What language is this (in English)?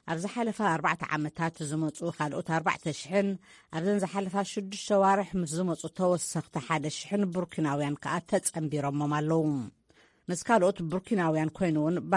Tigrinya